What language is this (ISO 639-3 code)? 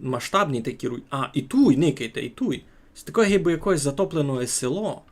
rue